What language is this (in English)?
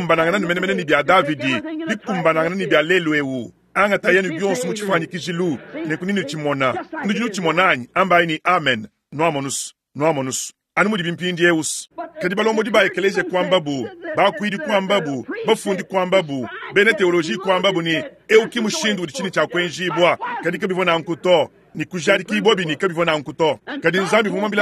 Luba-Lulua